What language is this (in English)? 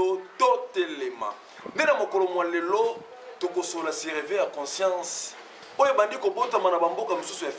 Lingala